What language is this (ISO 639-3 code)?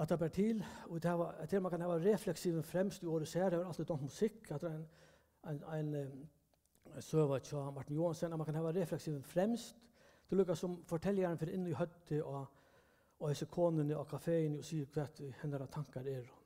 fao